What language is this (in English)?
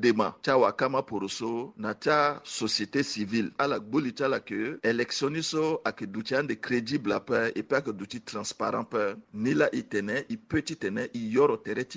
Sango